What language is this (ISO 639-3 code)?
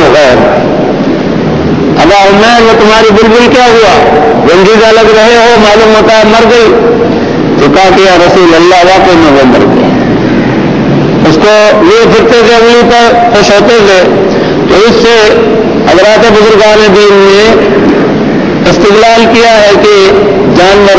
urd